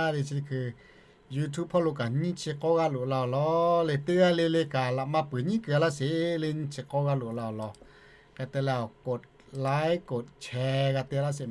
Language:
Lahu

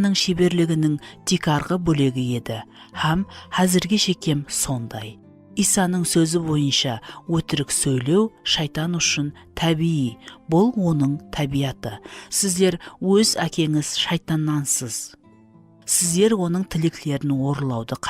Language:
Kara-Kalpak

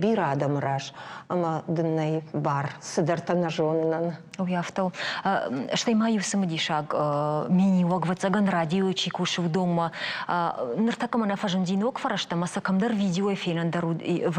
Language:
Ossetic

